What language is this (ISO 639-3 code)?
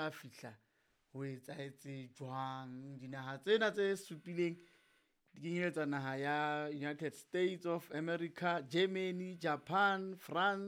sot